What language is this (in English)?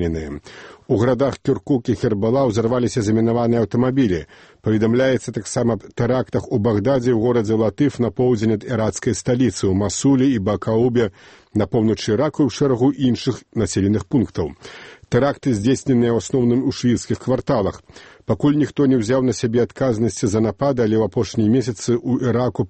Belarusian